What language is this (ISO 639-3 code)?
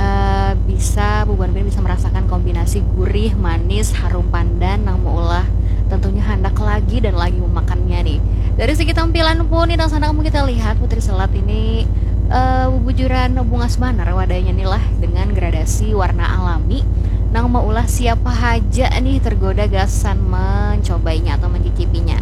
bjn